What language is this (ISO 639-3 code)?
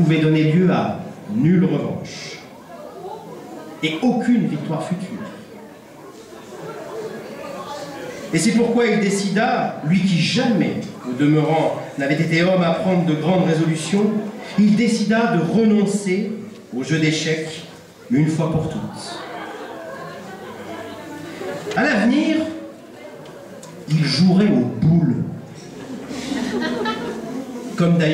fra